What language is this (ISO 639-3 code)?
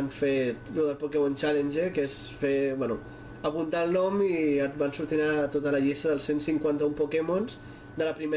cat